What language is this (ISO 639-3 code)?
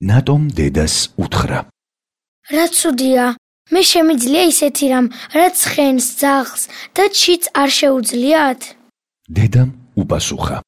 kat